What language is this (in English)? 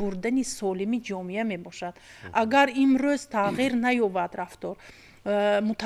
Tajik